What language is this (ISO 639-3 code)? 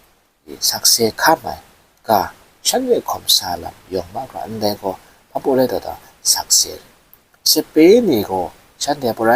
kac